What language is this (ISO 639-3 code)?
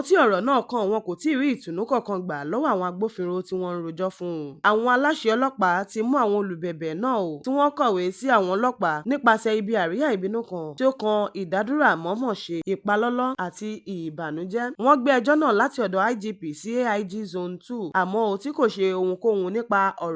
yor